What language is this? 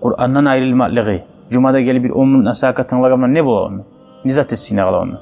Kumyk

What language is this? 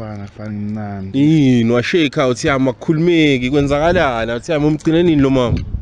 Zulu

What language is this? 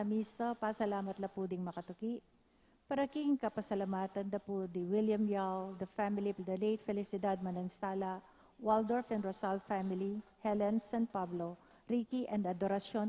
Pampanga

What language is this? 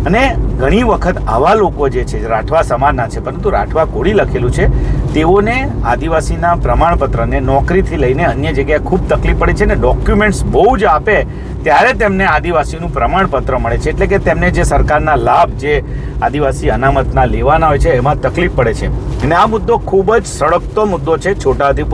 Gujarati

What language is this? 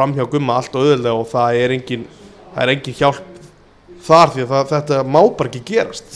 Icelandic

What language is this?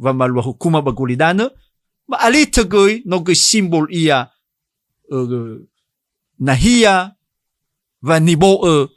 Nias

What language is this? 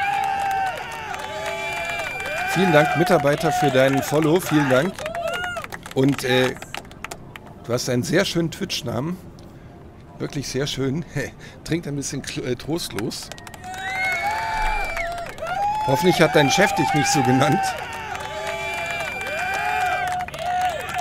German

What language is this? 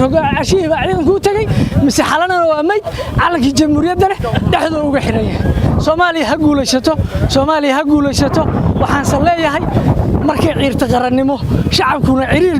Somali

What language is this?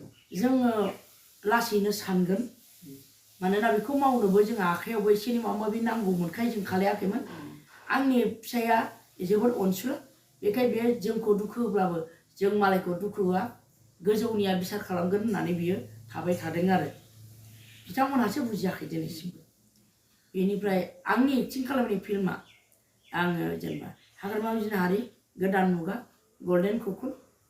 Bodo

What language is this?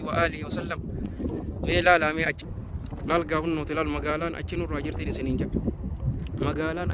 Oromo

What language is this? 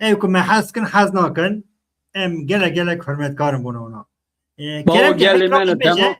Kurdish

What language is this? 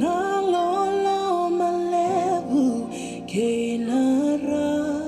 Fijian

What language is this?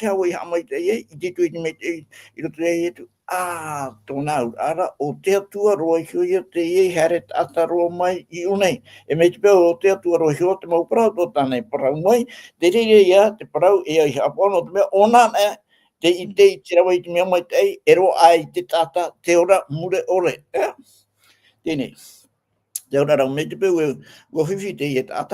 Tahitian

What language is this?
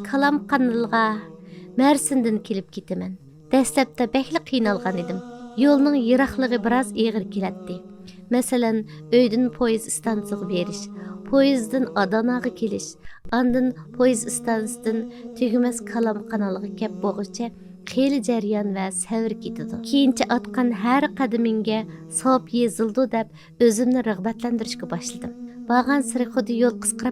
Uyghur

